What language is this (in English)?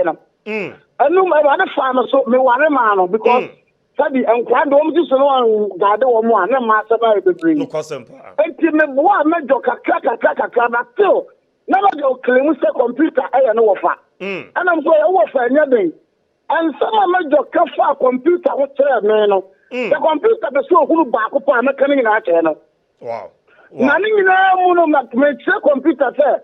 Akan